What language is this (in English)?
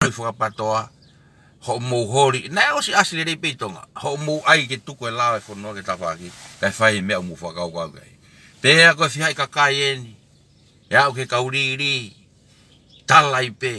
Tongan